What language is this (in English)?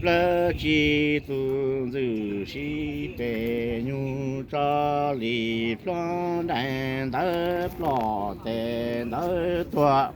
Hmong